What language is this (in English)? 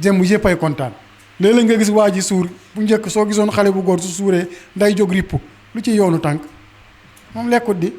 Wolof